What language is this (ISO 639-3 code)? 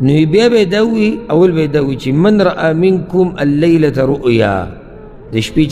pus